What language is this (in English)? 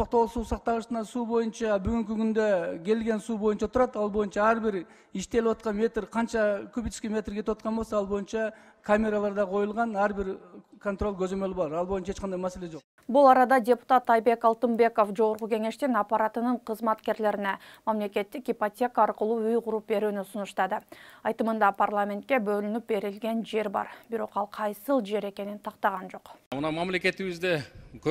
Kyrgyz